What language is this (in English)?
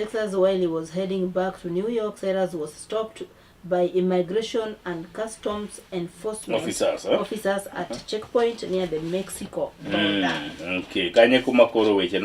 Luo (Kenya and Tanzania)